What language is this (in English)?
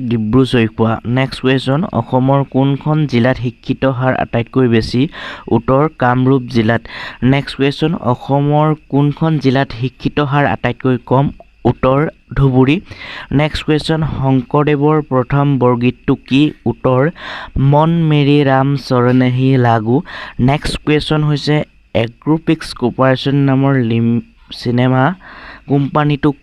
Assamese